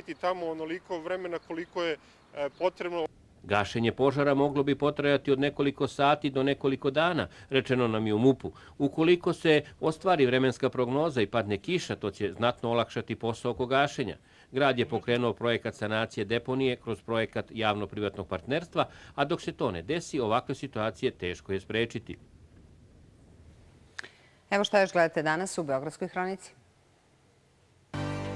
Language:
Serbian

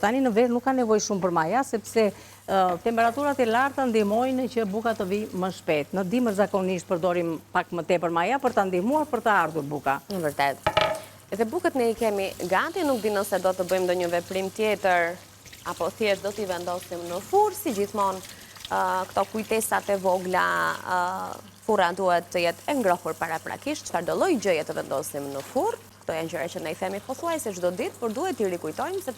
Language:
Albanian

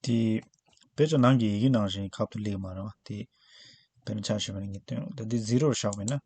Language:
Tibetan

